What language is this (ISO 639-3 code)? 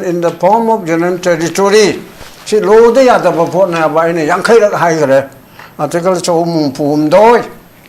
mni